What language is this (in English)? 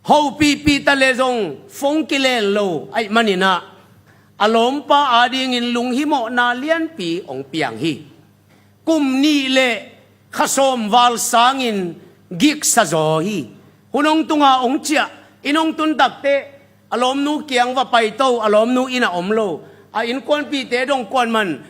Tedim Chin